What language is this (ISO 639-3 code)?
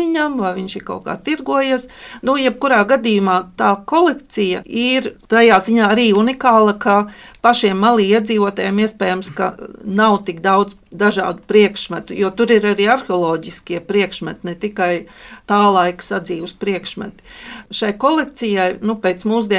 lav